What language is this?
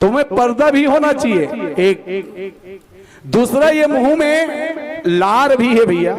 Chhattisgarhi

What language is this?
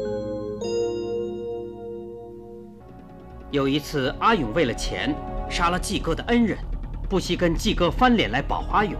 Chinese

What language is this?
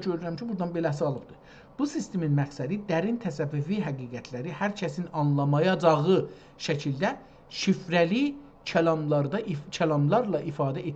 South Azerbaijani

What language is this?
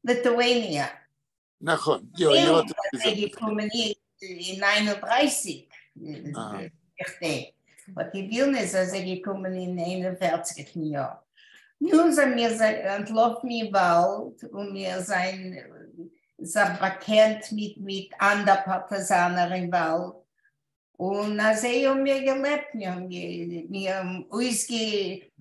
Yiddish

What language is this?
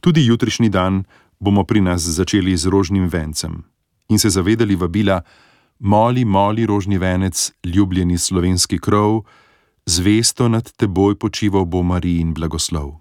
Slovenian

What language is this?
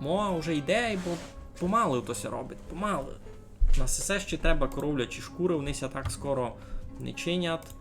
Rusyn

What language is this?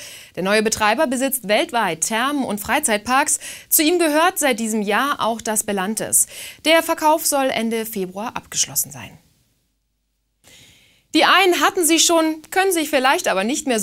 German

